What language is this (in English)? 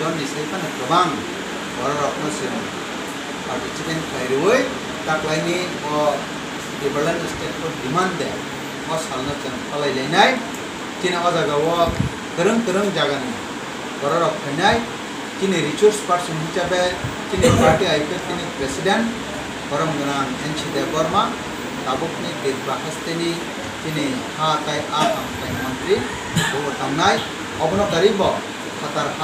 Kok Borok